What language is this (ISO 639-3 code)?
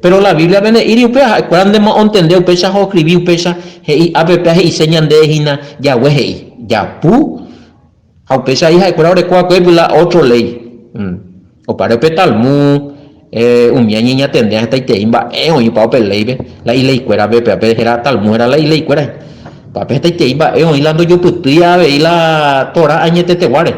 grn